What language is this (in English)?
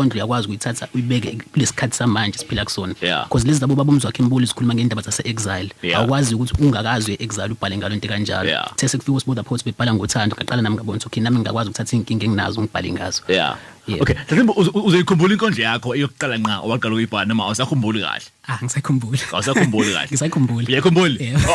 Zulu